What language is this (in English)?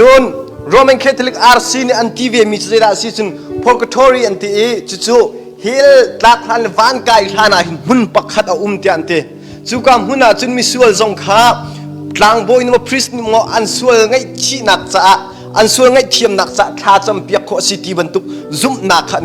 Hakha Chin